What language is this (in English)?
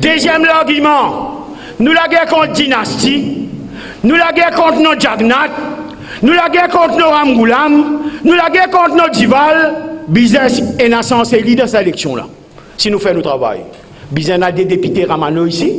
Morisyen